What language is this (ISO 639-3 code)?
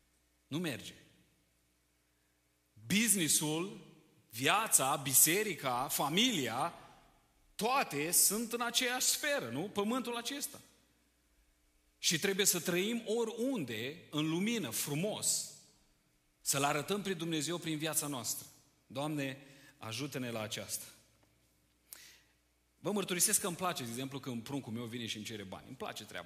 ron